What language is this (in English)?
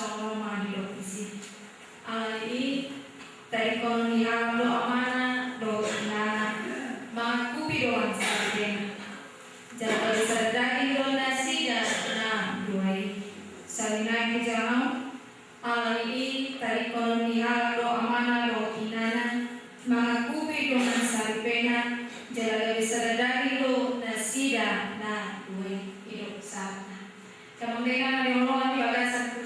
Batak Toba